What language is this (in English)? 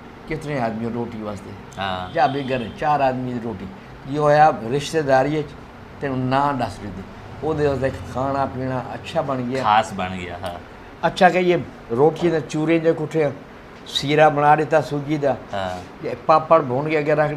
Saraiki